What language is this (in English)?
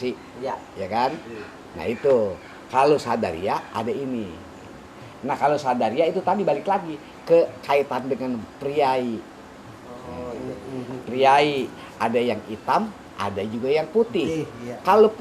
Betawi